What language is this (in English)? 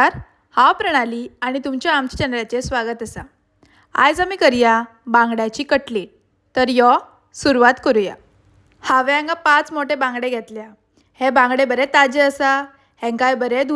Konkani